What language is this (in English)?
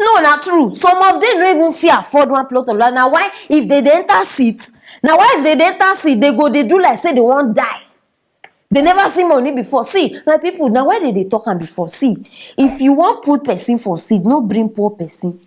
Nigerian Pidgin